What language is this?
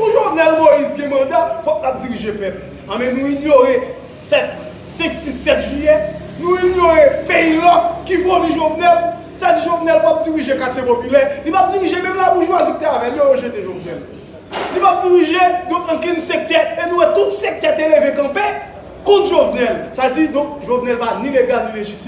Haitian Creole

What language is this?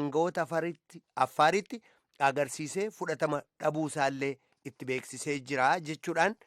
Oromo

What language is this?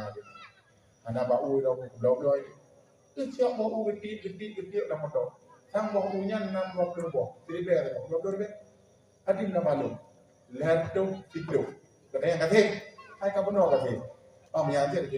Achinese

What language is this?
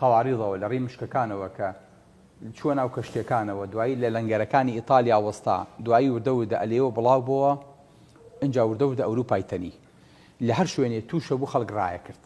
Central Kurdish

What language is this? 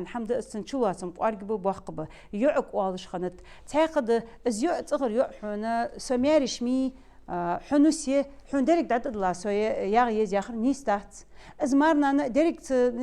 Ingush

